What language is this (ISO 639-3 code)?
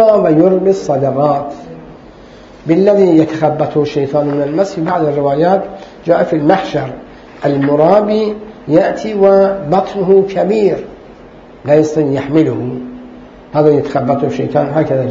ara